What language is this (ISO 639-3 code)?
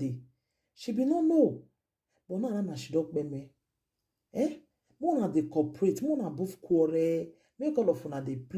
pcm